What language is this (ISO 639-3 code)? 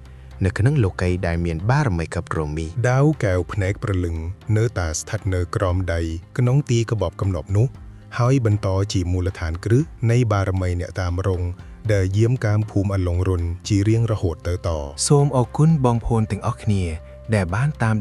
khm